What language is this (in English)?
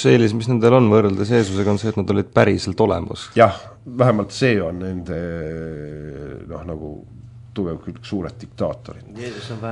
Estonian